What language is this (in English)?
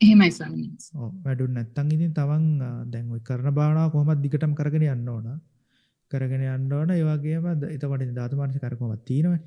Sinhala